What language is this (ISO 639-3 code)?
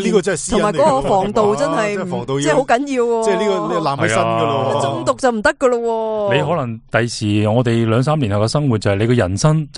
yue